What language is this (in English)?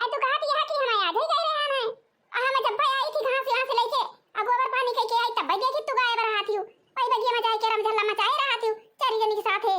Awadhi